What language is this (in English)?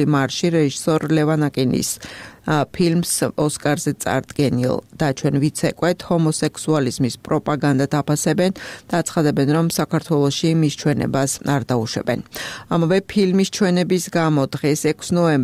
Georgian